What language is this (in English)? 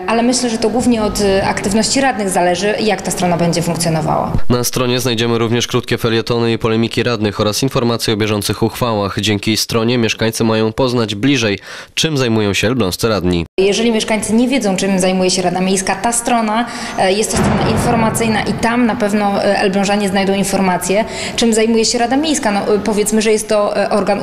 Polish